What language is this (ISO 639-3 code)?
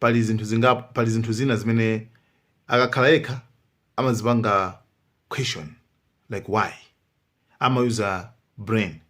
nya